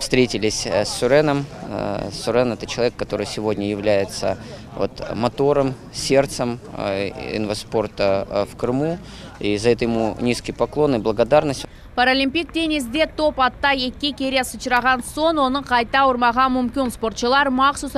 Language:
Crimean Tatar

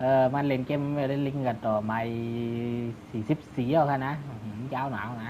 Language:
Shan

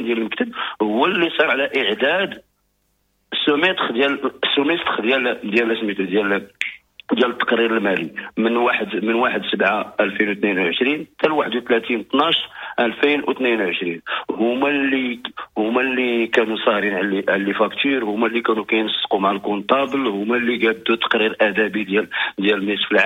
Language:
Moroccan Arabic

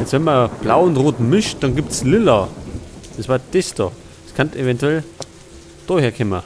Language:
Bavarian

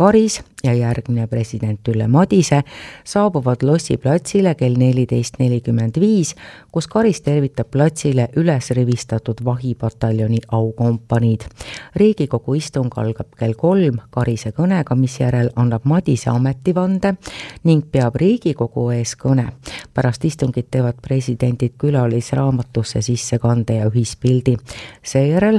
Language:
Estonian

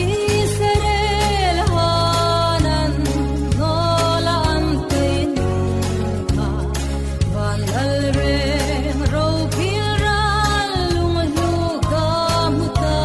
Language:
Falam Chin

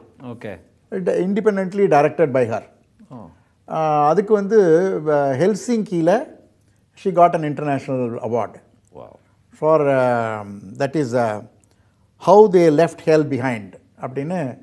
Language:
Tamil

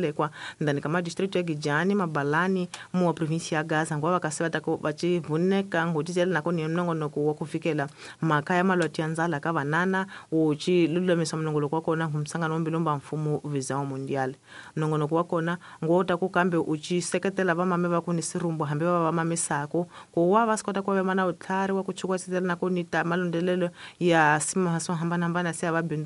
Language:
Tsonga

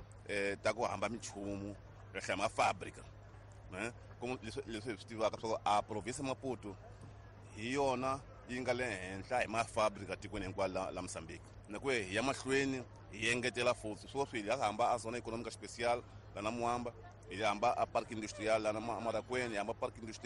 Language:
Tsonga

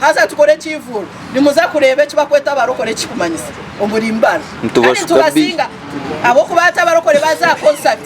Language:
Nyankole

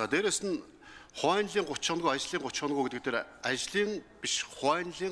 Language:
Mongolian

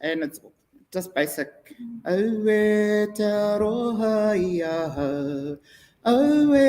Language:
Māori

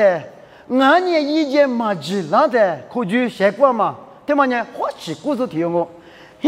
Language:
Lisu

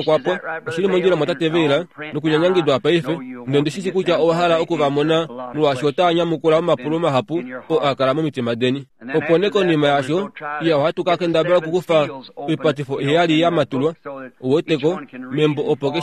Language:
Kuanyama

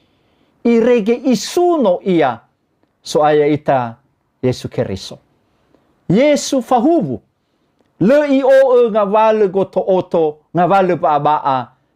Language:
Nias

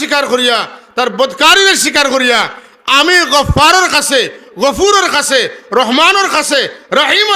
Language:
Sylheti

